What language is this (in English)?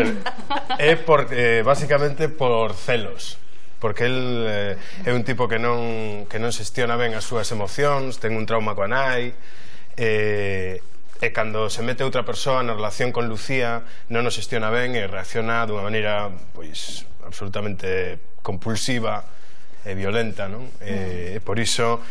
Galician